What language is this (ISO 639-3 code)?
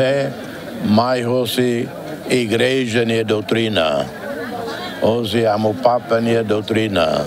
tet